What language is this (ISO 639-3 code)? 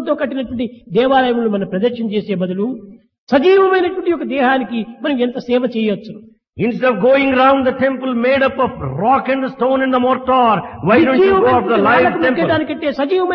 tel